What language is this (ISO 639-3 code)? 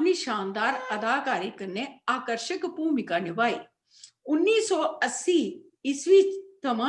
doi